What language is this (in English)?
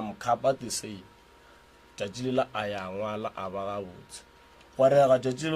Northern Sotho